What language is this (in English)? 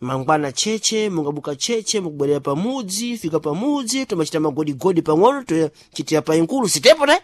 Sena